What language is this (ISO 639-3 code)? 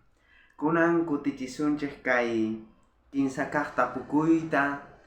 quh